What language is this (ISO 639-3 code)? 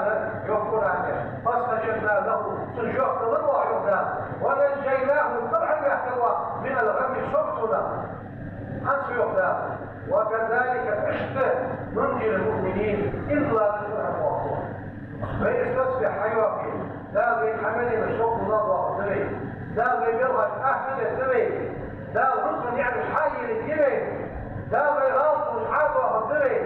inh